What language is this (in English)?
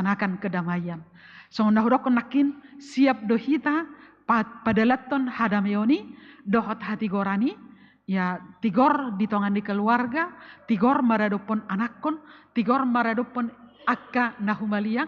Batak Toba